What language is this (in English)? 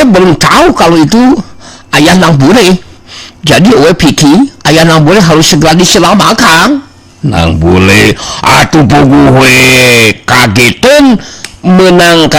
Sundanese